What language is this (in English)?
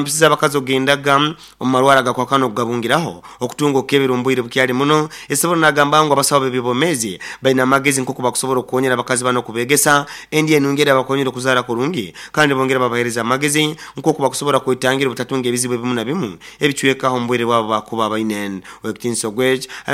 Nyoro